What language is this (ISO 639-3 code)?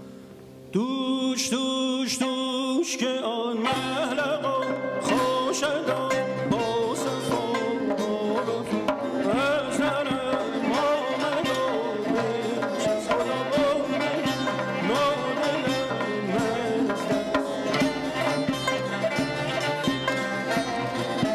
fas